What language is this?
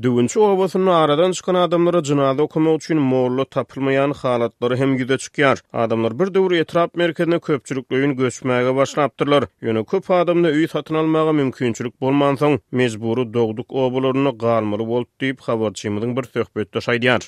Turkmen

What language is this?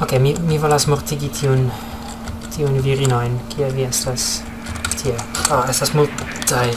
Esperanto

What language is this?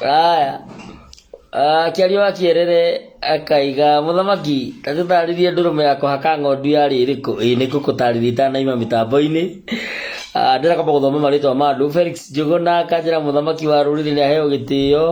Kikuyu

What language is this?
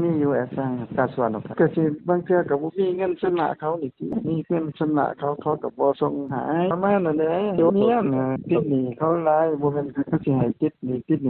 Lao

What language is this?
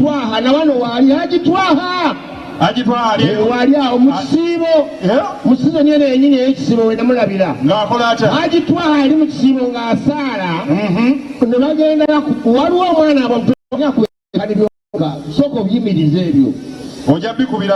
Ganda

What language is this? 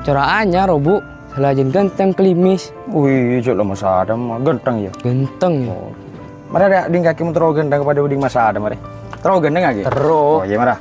Madurese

